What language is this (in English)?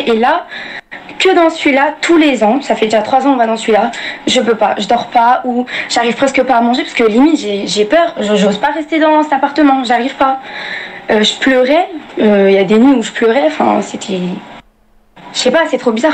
French